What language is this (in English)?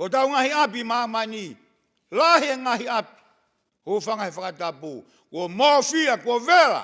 Tongan